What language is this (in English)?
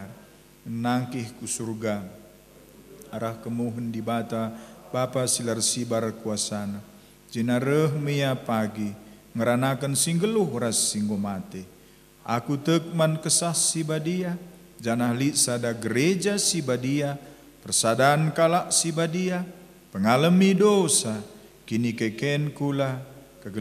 Batak Karo